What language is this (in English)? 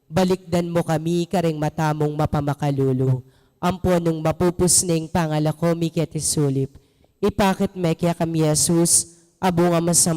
Pampanga